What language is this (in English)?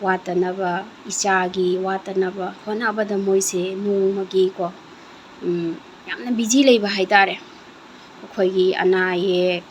Manipuri